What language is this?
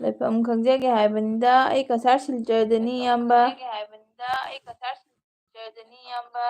Manipuri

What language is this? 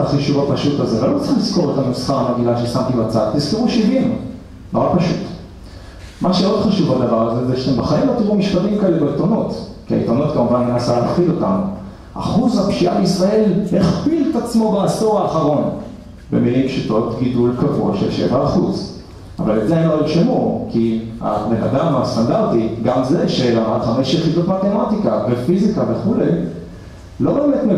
Hebrew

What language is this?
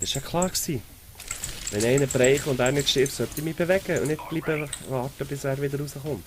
Swiss German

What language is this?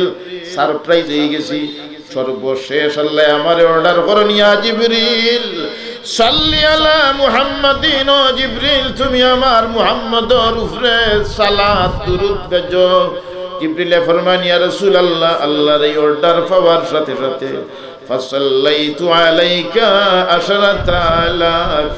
Sylheti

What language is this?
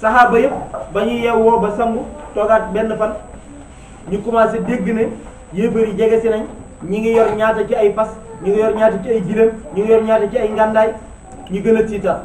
Wolof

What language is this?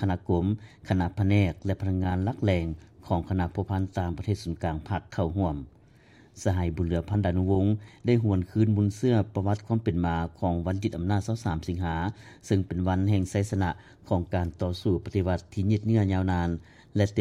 Lao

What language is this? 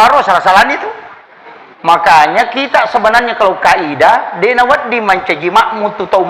Buginese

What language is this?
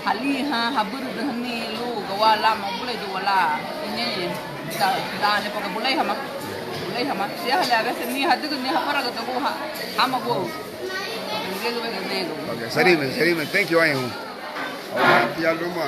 Garifuna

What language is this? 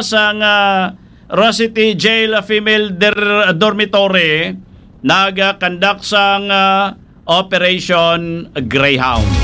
Hiligaynon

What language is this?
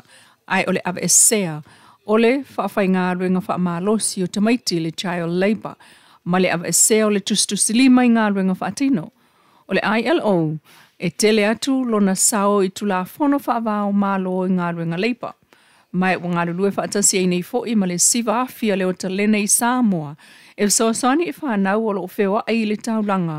Samoan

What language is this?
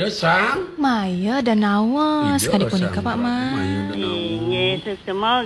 Balinese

